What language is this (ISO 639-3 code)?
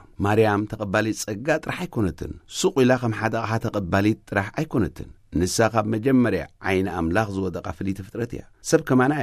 tir